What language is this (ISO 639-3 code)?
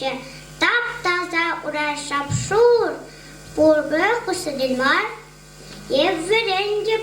chv